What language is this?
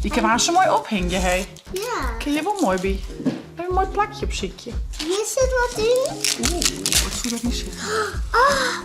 Western Frisian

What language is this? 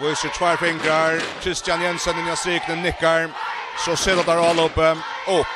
Faroese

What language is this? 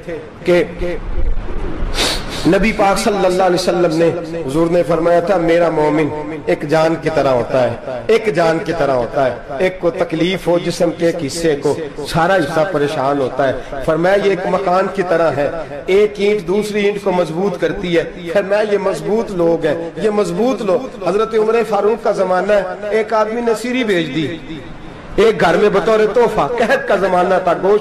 Urdu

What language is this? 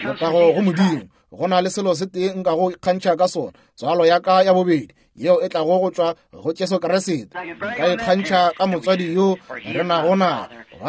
Northern Sotho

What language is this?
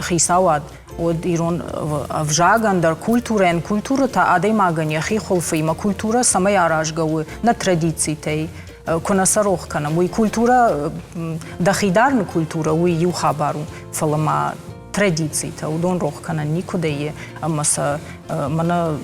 Ossetic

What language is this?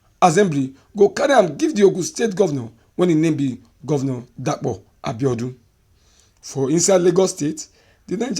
Nigerian Pidgin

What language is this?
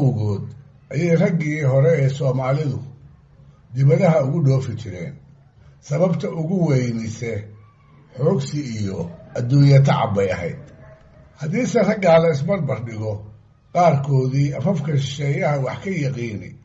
Somali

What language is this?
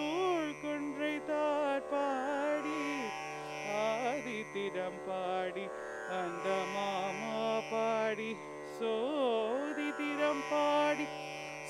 Tamil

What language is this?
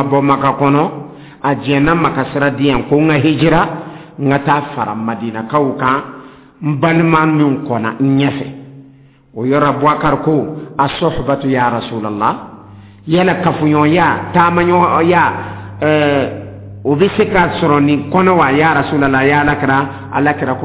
Dyula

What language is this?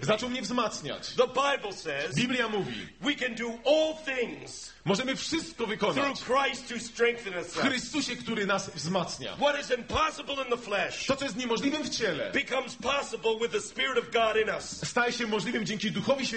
Polish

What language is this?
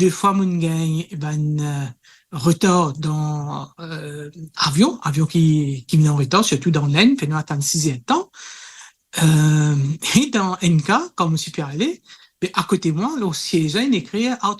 Morisyen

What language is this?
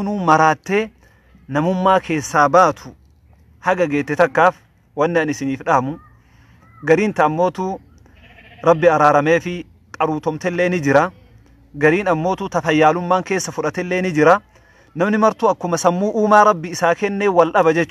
Oromo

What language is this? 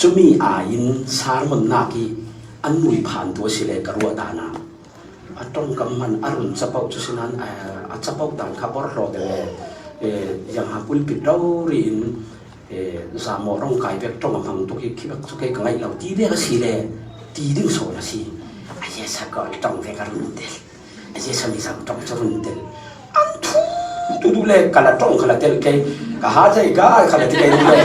Falam Chin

